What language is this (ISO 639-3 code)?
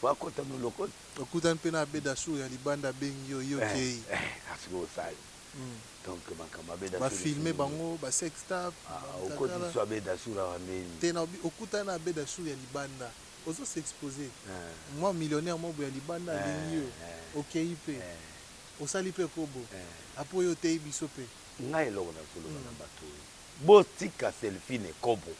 lin